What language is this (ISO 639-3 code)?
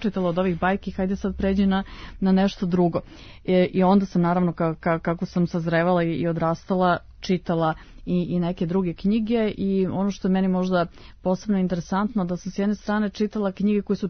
srp